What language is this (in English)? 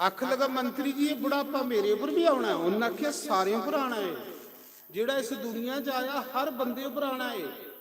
Dogri